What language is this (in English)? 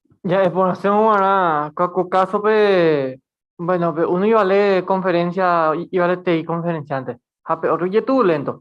Guarani